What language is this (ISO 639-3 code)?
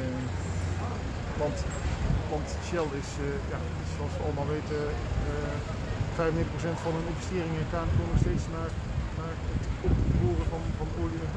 nld